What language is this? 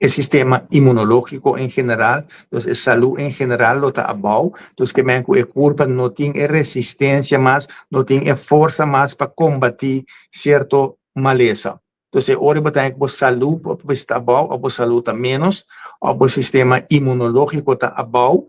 Papiamento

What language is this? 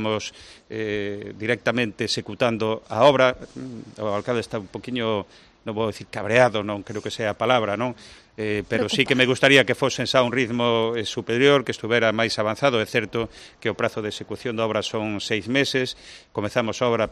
Galician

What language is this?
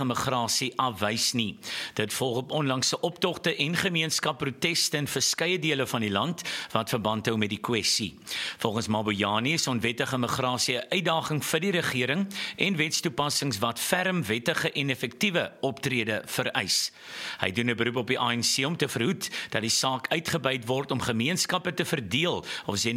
Afrikaans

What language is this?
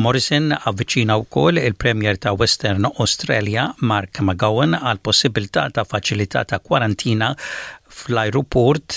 Maltese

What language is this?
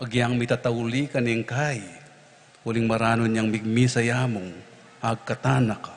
Pampanga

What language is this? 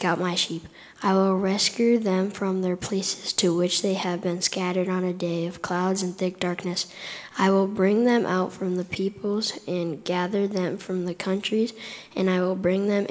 English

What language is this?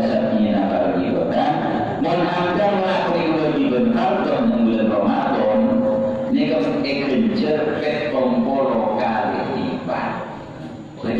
Madurese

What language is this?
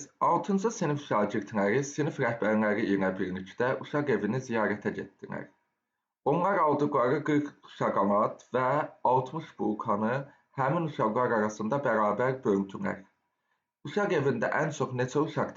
Azerbaijani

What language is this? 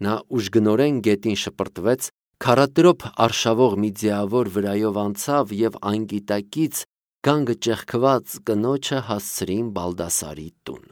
Armenian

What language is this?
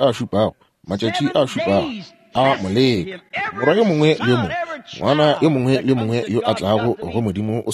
Northern Sotho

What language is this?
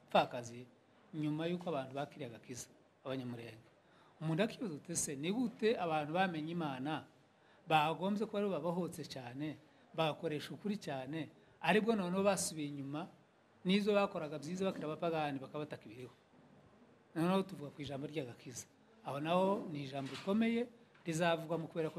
Kinyarwanda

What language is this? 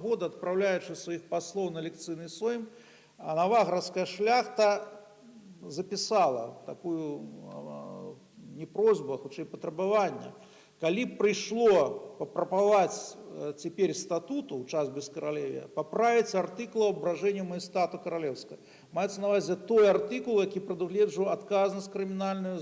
Belarusian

